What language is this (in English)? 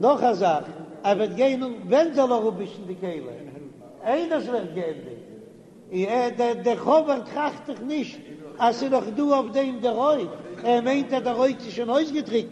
Yiddish